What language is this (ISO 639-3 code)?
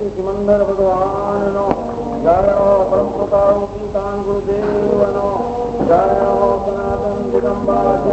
guj